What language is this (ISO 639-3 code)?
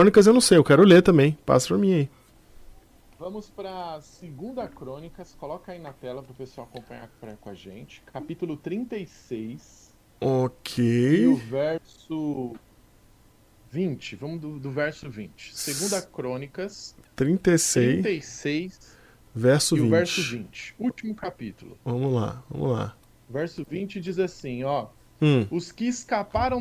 por